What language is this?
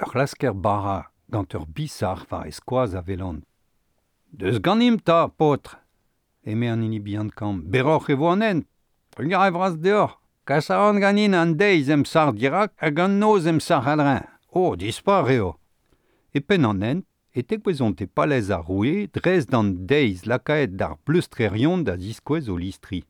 Breton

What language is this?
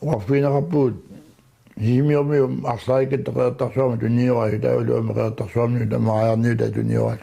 Kalaallisut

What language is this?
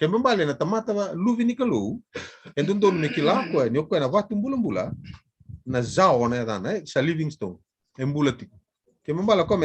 Fijian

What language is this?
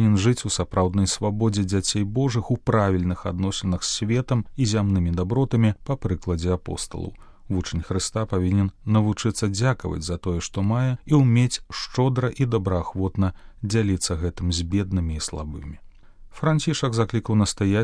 Belarusian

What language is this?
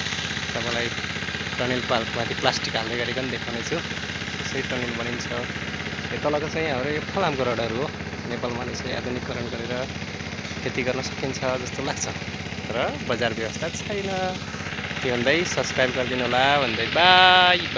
Nepali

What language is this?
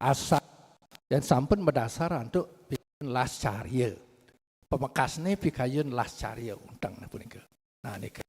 Balinese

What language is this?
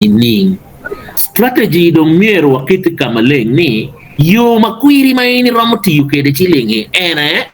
Acoli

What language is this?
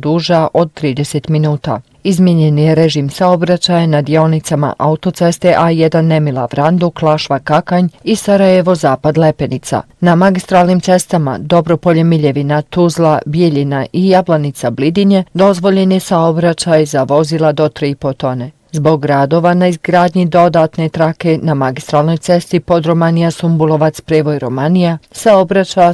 Bosnian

